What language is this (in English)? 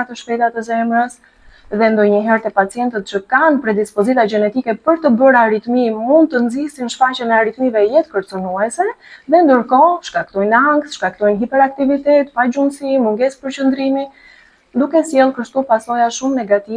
Albanian